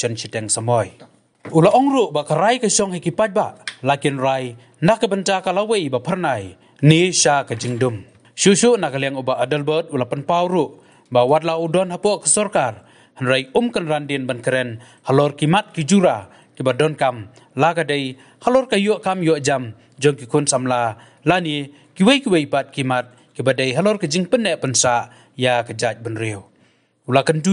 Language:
Khasi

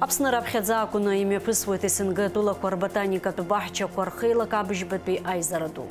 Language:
Abkhazian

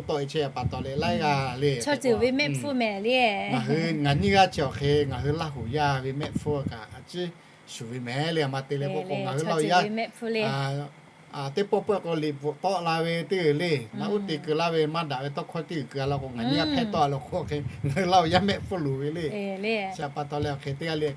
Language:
Lahu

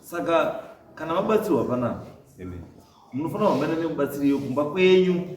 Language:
Shona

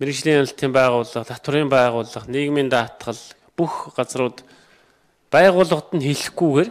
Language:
Mongolian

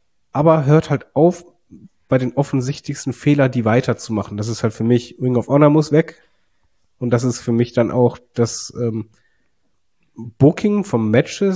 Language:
German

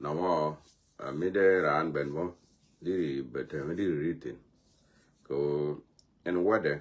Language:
Nuer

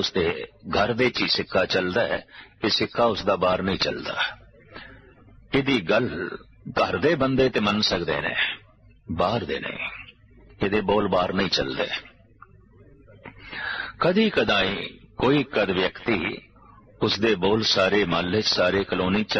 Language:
Punjabi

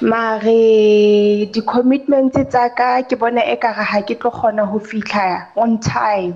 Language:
Southern Sotho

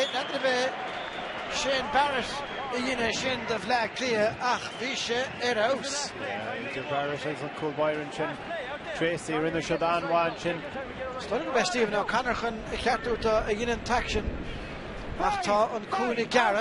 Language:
Irish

